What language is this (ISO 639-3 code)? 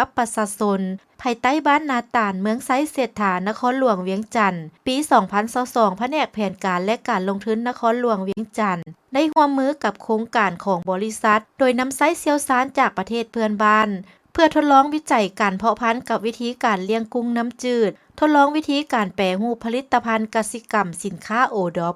lao